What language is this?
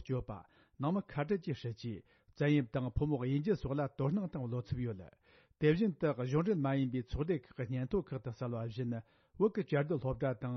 Tibetan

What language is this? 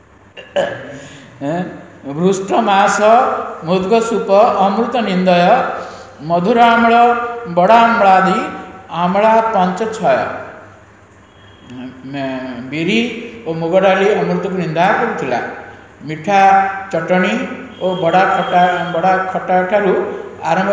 Odia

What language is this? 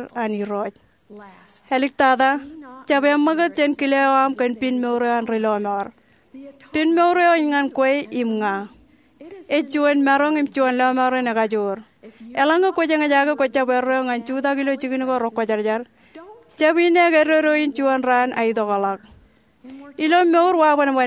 Marshallese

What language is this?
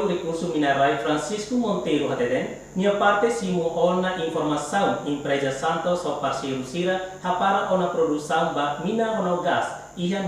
Tetum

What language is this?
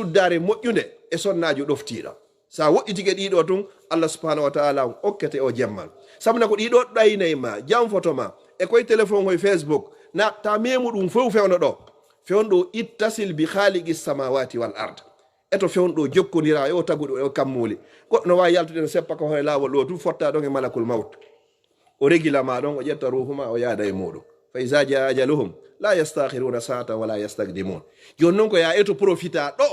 Fula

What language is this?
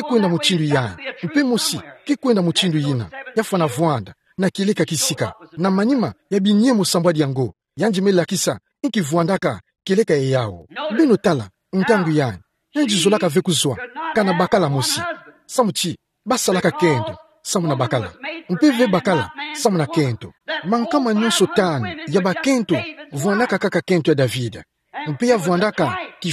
Kituba (Democratic Republic of Congo)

